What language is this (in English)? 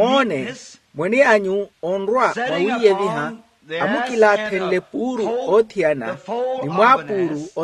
Makhuwa